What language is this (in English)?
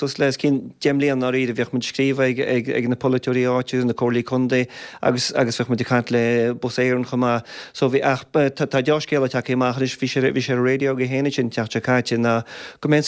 Irish